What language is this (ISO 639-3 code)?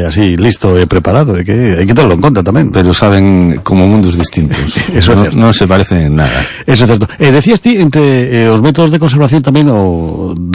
glg